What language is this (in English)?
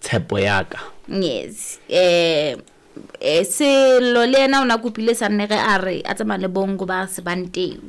Southern Sotho